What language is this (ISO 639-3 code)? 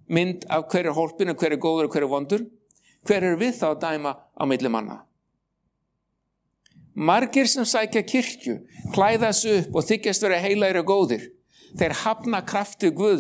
isl